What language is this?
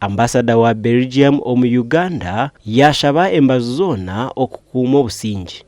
Nyankole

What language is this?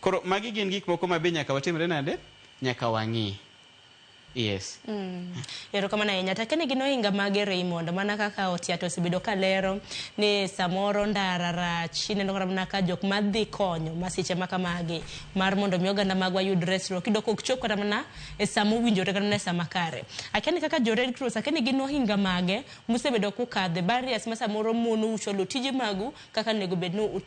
Luo (Kenya and Tanzania)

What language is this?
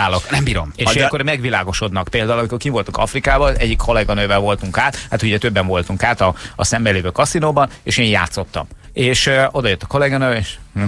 Hungarian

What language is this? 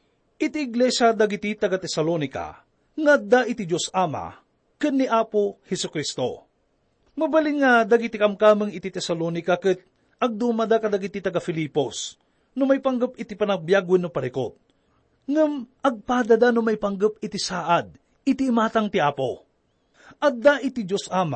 Iloko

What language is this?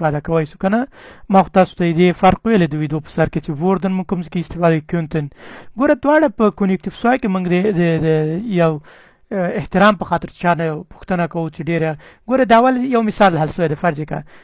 Pashto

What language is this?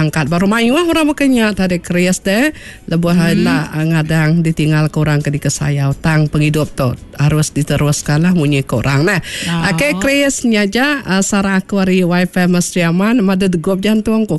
Iban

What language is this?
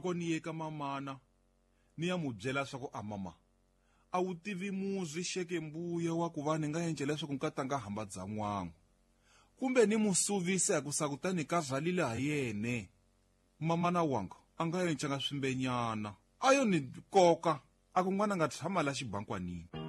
Tsonga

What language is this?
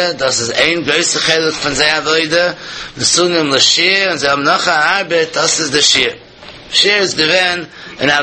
Yiddish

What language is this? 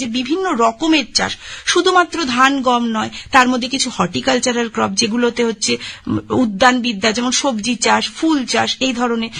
Bangla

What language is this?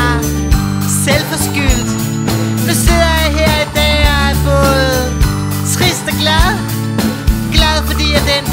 Danish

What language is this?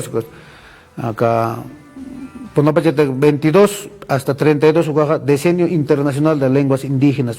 Aymara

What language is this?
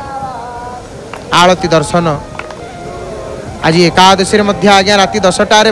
Odia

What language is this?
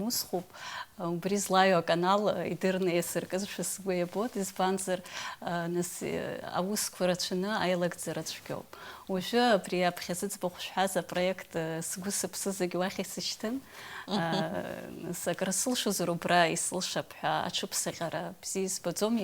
Abkhazian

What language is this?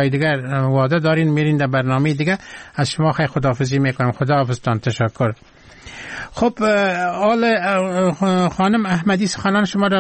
Persian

